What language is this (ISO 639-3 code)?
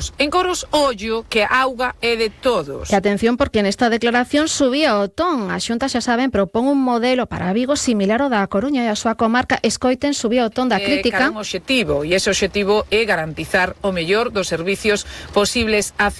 glg